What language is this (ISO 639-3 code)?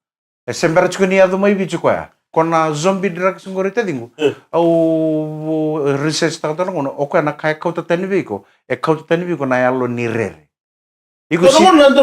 fij